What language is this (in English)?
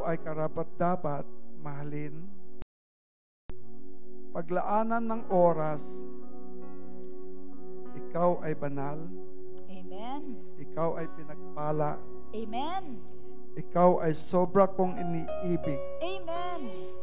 Filipino